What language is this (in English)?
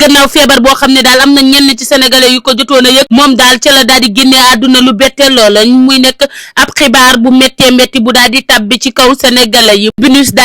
Wolof